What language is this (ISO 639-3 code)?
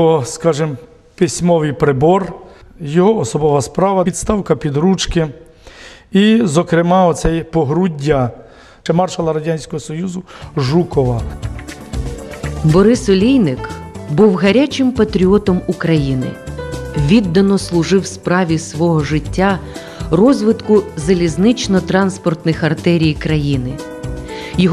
ukr